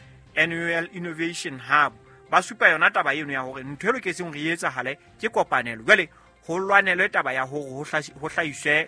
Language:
Southern Sotho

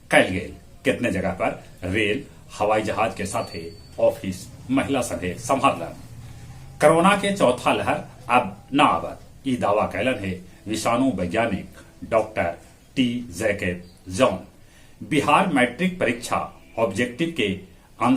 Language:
Magahi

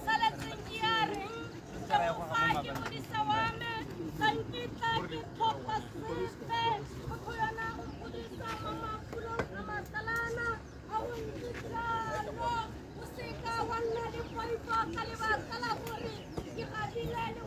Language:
Tswana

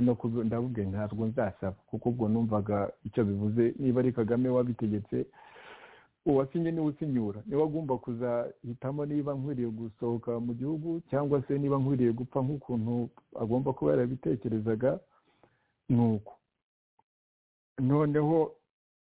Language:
Kinyarwanda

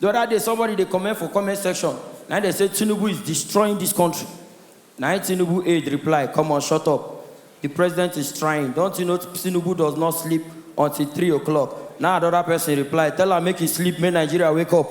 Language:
Nigerian Pidgin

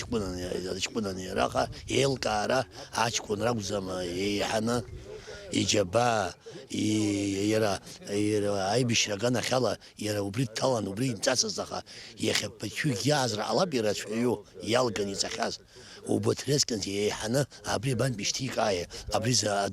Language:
Abkhazian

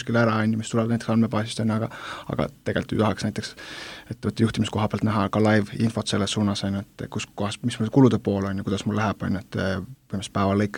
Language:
Estonian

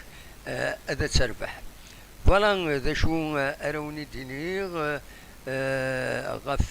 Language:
Kabyle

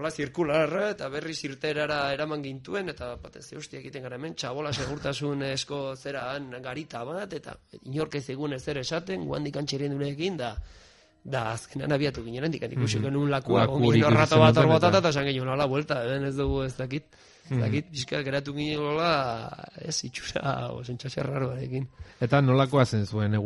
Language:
Basque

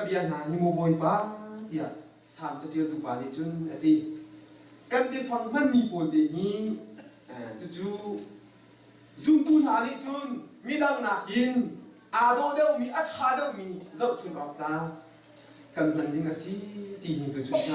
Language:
Hakha Chin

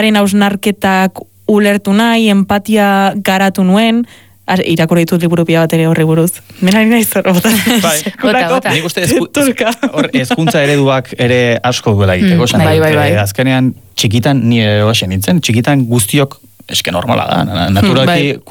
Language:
Basque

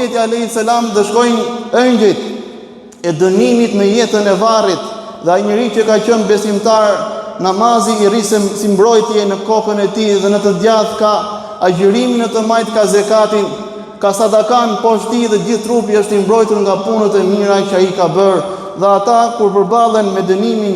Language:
Albanian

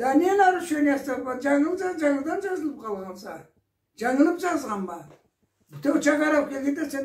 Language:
Karachay-Balkar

